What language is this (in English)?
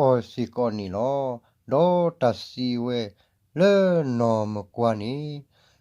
S'gaw Karen